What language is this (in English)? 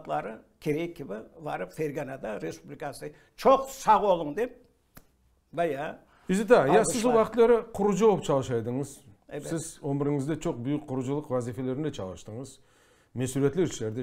Crimean Tatar